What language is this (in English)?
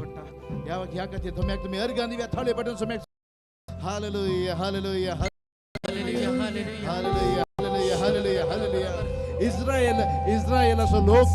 Konkani